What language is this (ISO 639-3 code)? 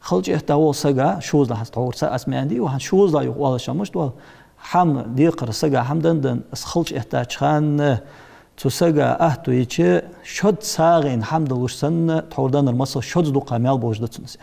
inh